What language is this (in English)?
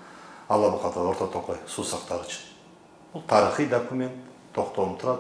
Kyrgyz